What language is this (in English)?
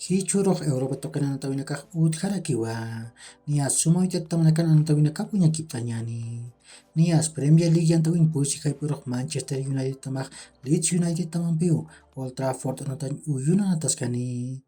Aymara